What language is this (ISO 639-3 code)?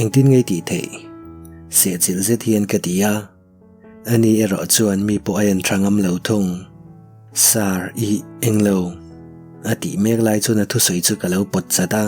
lus